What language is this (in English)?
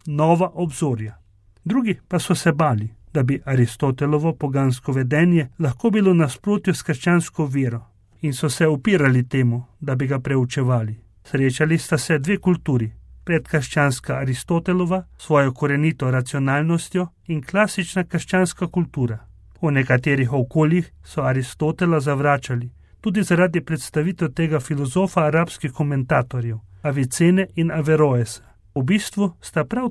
Slovenian